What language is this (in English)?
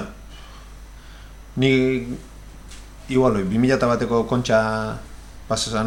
Basque